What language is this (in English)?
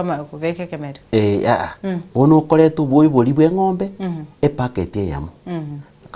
Gusii